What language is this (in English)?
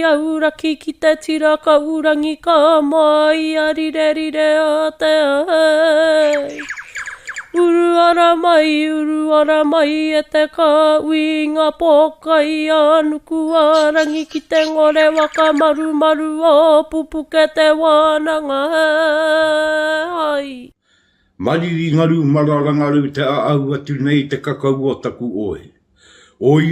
Māori